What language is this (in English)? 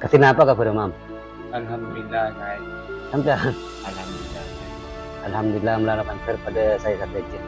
Madurese